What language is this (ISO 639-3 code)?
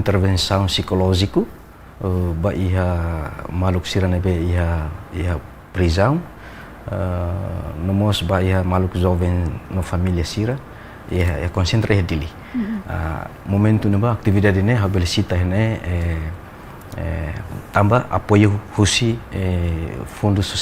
tet